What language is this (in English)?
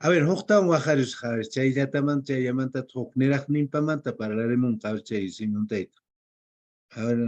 Quechua